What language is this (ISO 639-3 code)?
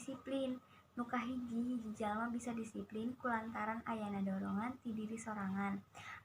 sun